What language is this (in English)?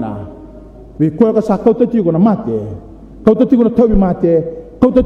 Fijian